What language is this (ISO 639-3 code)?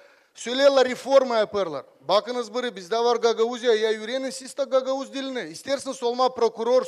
gag